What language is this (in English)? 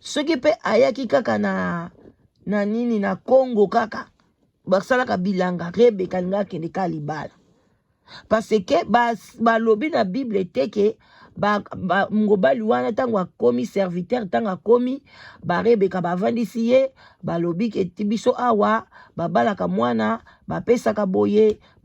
Lingala